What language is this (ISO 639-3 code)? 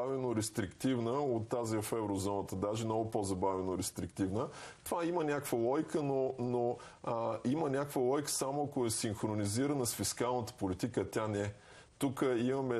bul